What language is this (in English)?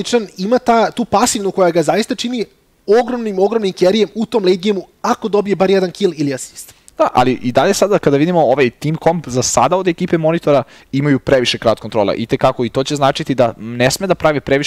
Serbian